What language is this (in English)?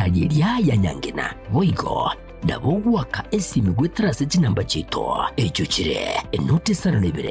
Gusii